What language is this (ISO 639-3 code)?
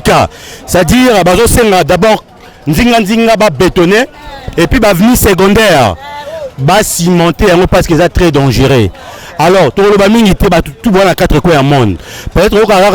lin